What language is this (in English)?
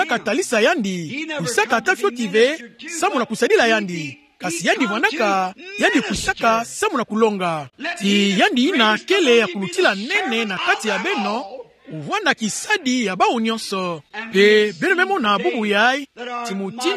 Kituba (Democratic Republic of Congo)